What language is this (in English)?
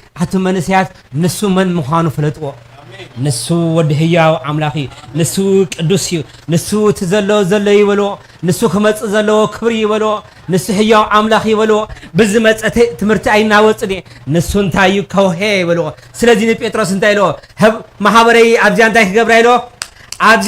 Tigrinya